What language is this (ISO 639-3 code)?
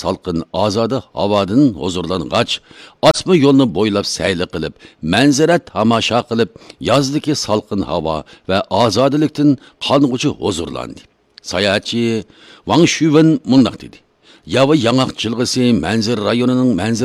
uig